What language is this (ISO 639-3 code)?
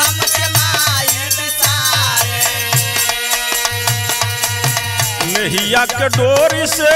bho